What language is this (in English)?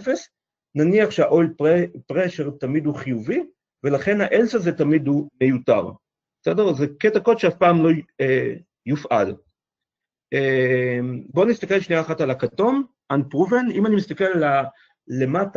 Hebrew